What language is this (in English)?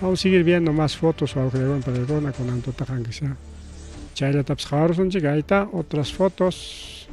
Ayacucho Quechua